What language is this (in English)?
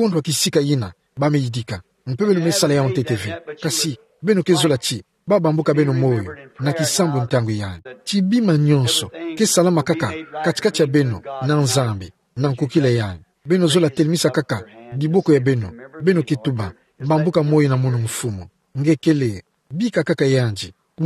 Kituba (Democratic Republic of Congo)